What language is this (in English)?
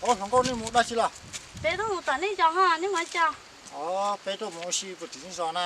Hmong